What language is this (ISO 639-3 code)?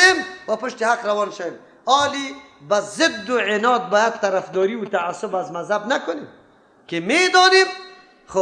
fas